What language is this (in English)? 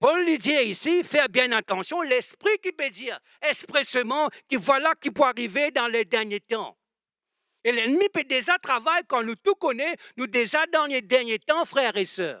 Morisyen